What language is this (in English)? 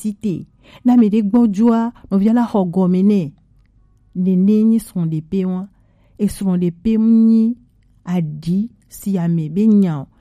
Gen